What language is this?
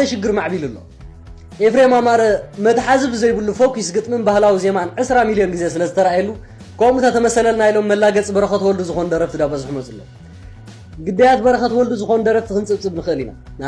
Tigrinya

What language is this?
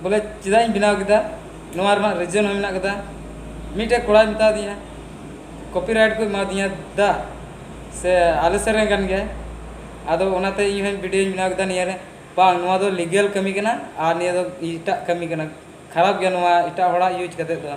Santali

